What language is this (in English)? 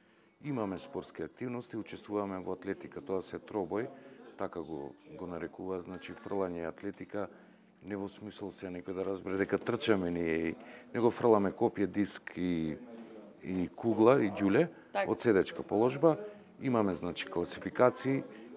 Macedonian